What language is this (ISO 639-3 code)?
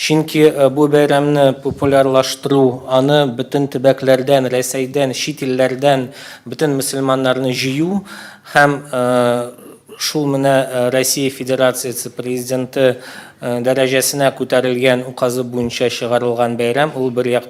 tat